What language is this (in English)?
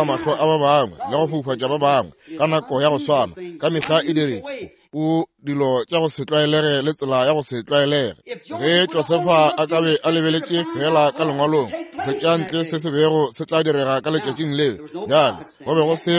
Northern Sotho